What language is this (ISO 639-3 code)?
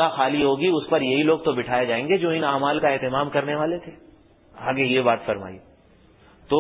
urd